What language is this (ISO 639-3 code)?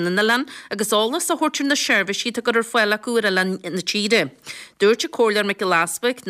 gle